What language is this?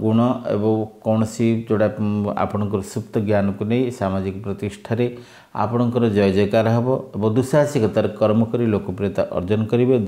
Odia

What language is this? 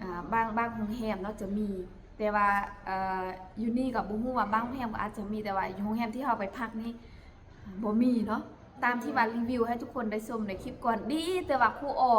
Lao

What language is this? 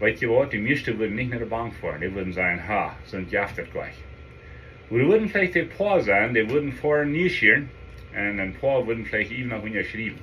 Plautdietsch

